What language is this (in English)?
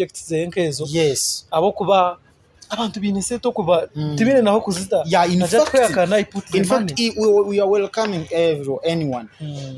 Nyankole